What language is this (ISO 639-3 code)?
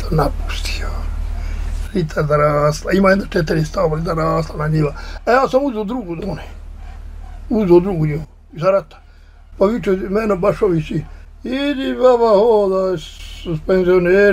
bos